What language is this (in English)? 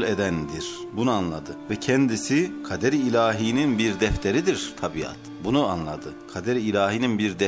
Turkish